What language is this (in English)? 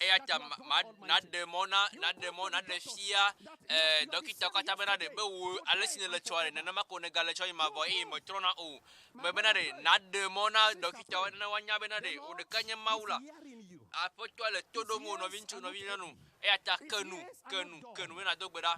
Ewe